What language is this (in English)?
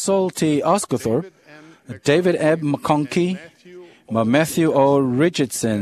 Samoan